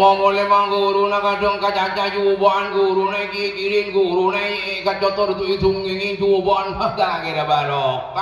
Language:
Madurese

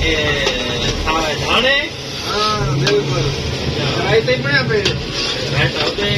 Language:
Saraiki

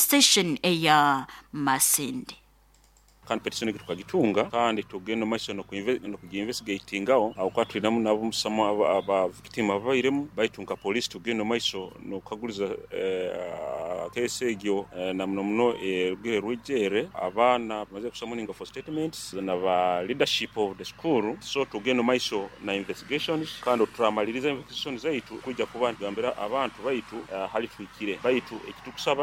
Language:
Nyoro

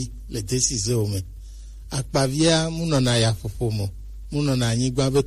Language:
Gen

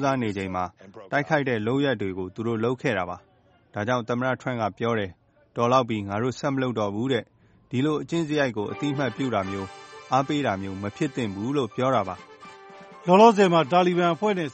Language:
Burmese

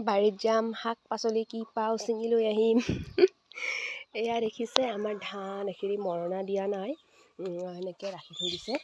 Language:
Assamese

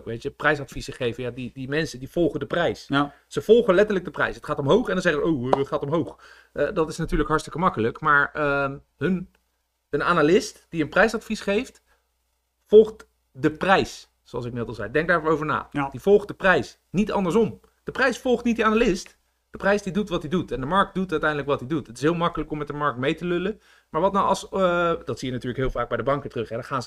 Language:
Dutch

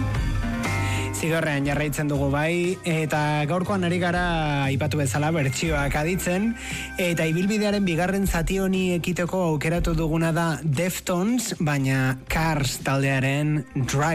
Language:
Basque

